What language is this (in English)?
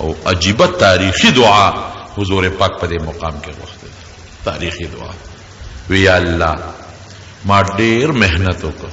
Pashto